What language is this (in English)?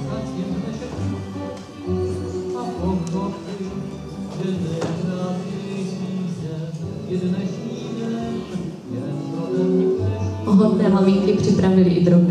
Czech